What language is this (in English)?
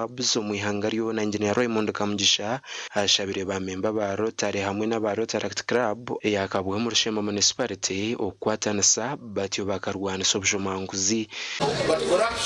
Nyankole